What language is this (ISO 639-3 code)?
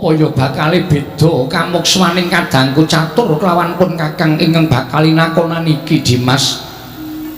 jav